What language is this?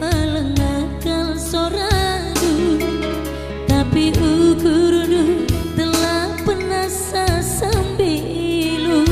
Batak Karo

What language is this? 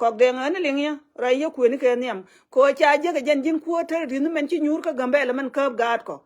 Nuer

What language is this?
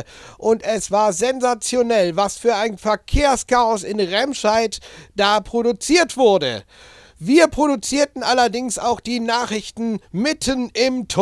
German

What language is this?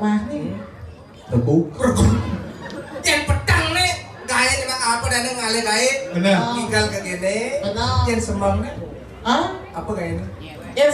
Balinese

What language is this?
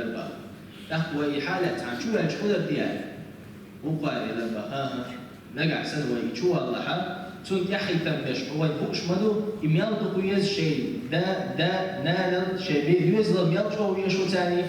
Chechen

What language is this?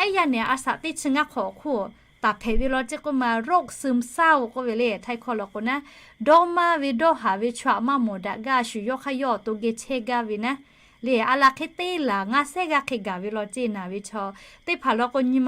Lahu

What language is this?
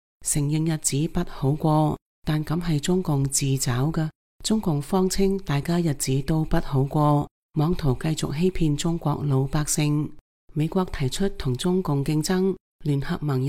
Cantonese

